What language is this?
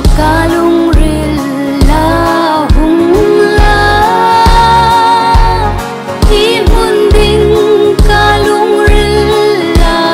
Swedish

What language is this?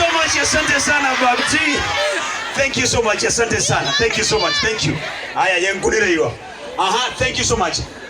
Gusii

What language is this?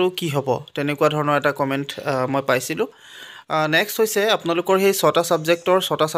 Assamese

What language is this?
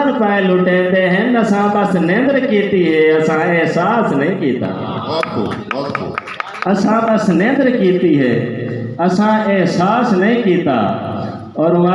Saraiki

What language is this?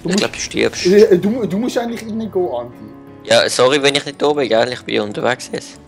Swiss German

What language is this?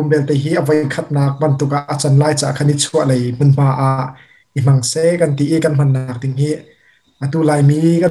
Hakha Chin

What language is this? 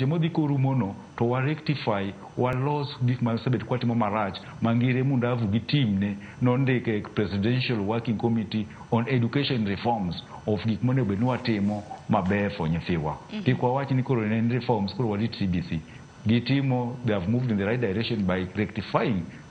Luo (Kenya and Tanzania)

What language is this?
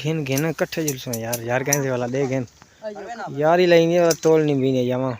Saraiki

